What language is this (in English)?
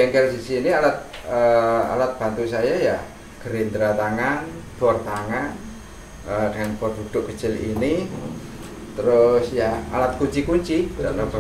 Indonesian